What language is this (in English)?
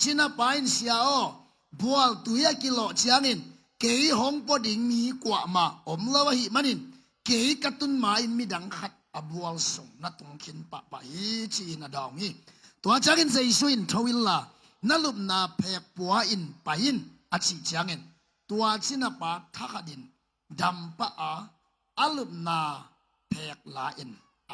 Tedim Chin